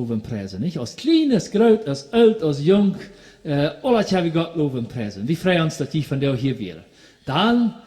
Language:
Plautdietsch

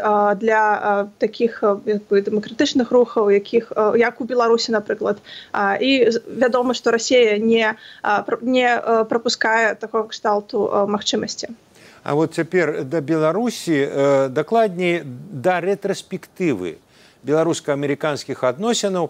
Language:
Belarusian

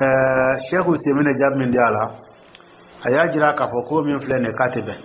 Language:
Dyula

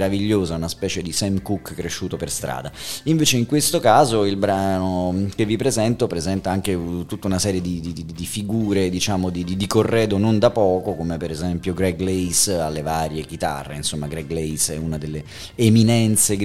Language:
Italian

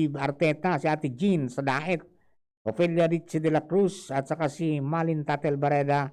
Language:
Bikol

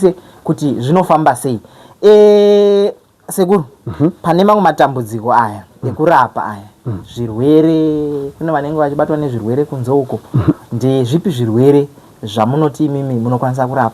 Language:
Shona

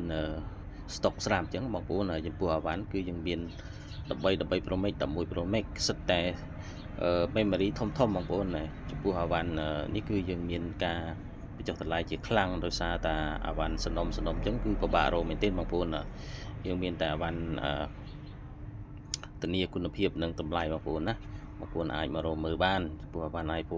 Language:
Khmer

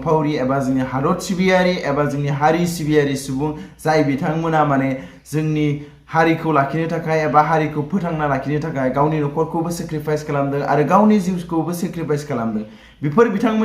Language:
Bodo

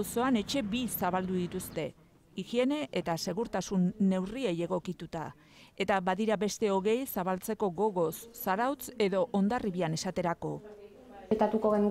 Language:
Basque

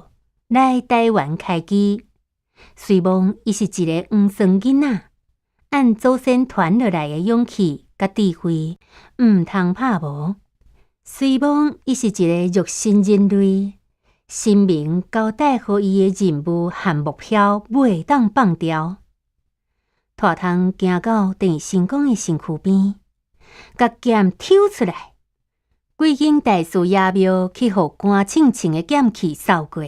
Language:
Min Nan Chinese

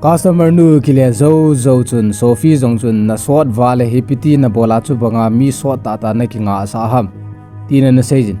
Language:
Thado Chin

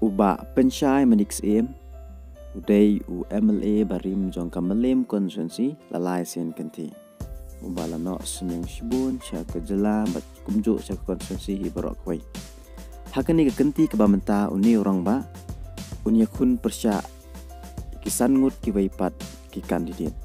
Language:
Khasi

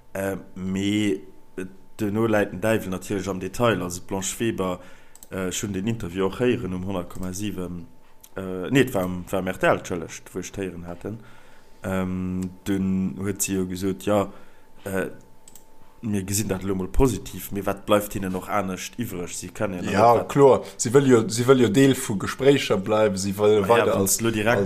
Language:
Luxembourgish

